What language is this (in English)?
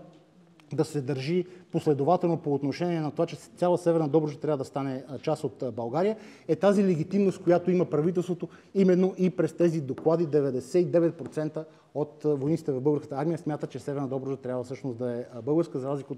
Bulgarian